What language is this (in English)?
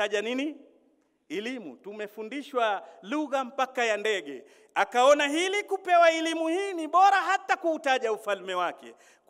Swahili